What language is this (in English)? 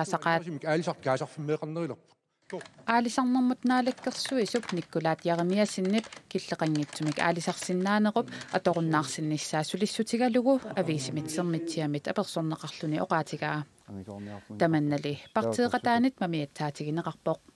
Kalaallisut